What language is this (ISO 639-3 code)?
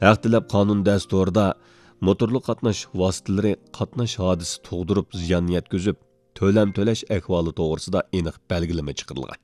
uig